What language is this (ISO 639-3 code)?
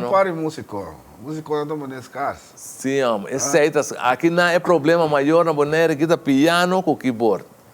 pap